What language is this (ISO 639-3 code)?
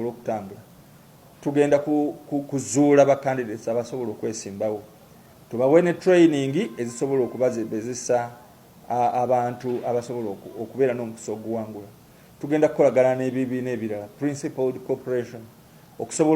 lug